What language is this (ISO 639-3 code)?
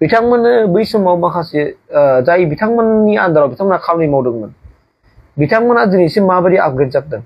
brx